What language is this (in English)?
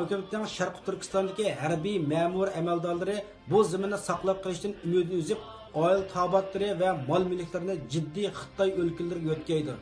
Uyghur